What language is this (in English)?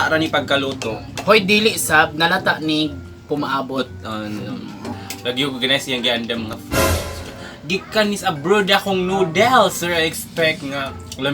Cebuano